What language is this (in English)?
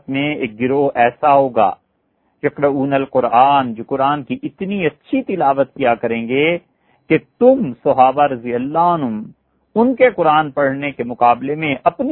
Urdu